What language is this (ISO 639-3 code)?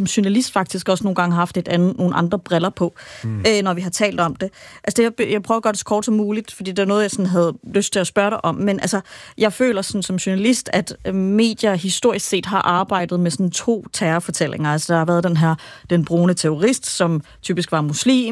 dan